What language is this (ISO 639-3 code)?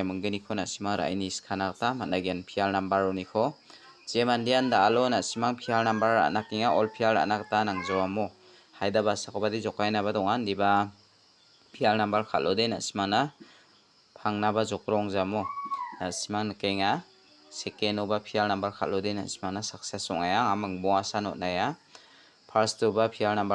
grt